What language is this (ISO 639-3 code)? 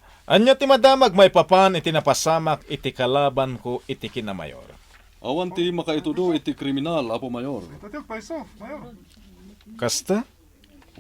ilo